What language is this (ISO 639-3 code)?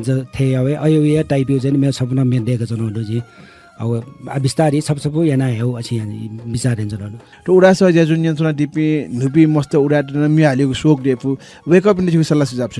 new